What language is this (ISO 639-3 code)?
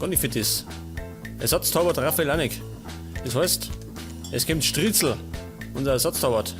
bar